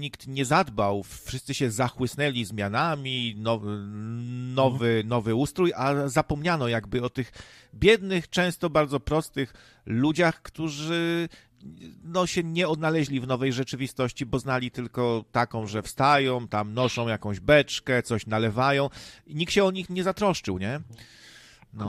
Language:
Polish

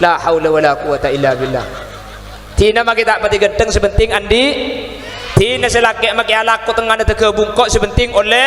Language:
Madurese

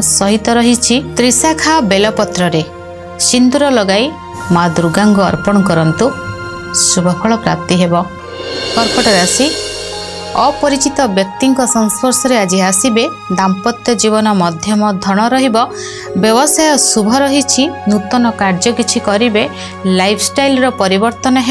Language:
Odia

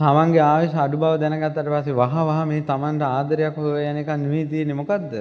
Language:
Sinhala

